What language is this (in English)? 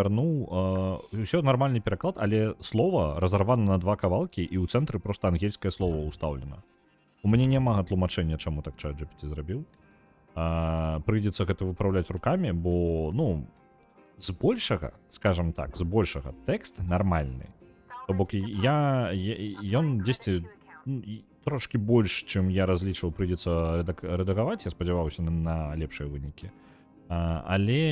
Belarusian